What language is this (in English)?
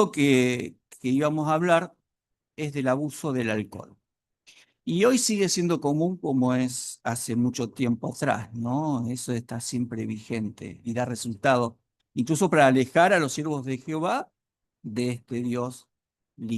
Guarani